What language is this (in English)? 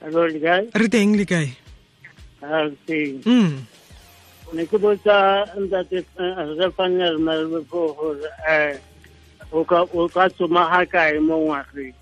Tswana